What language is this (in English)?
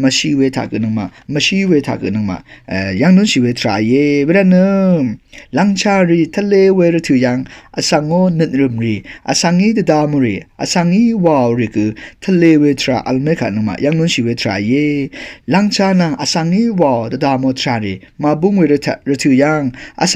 Rawang